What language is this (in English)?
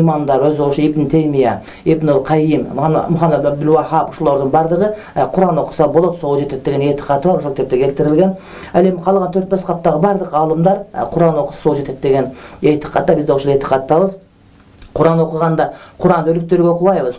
Kyrgyz